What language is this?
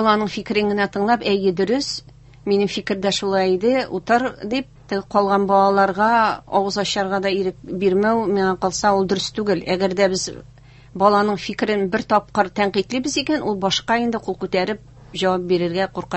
Tatar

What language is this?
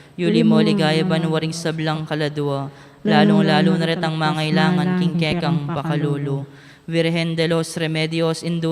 Pampanga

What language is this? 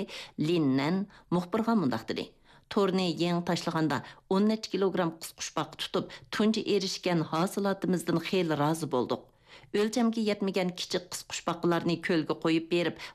Uyghur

